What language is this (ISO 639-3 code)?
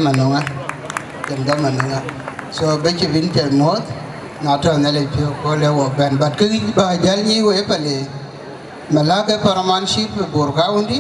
din